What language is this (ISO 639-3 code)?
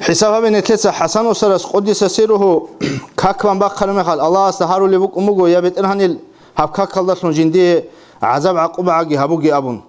ava